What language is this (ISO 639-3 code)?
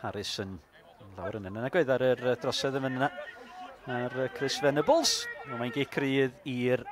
cym